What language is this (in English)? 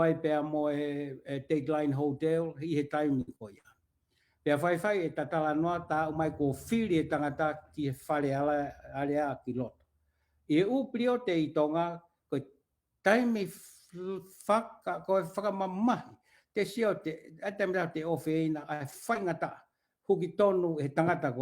Tongan